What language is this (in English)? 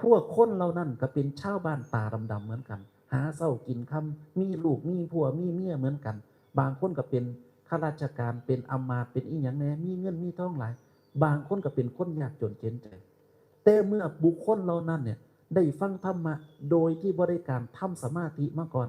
Northeastern Thai